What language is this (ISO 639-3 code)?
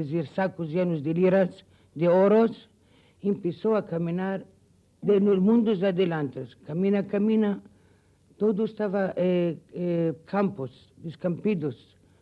lad